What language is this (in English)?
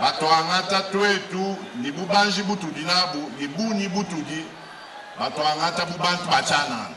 Luba-Lulua